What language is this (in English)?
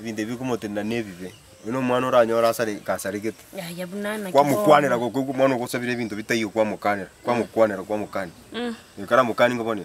Gusii